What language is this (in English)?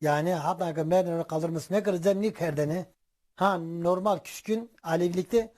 Zaza